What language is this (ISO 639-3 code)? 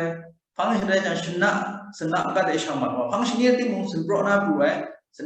kac